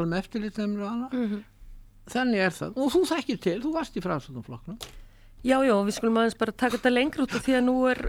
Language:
Icelandic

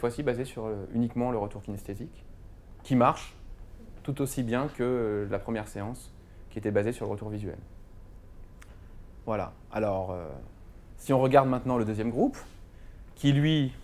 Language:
French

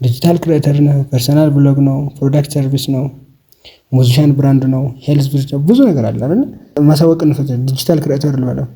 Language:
Amharic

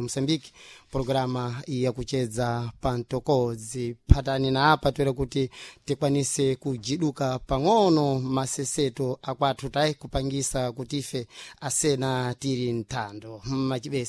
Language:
Sena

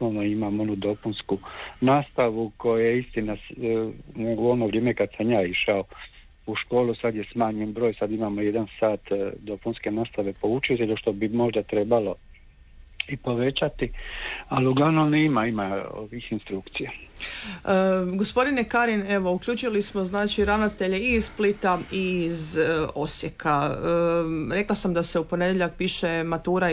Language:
Croatian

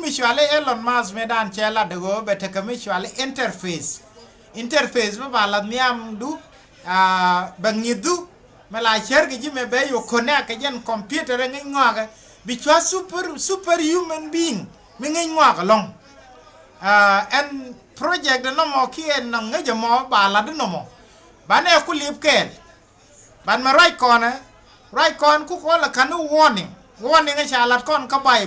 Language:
Nuer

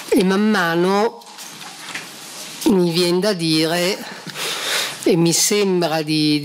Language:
Italian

